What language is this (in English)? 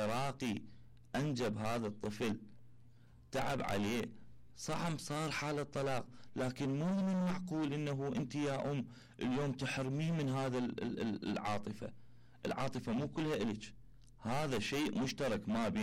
Mesopotamian Arabic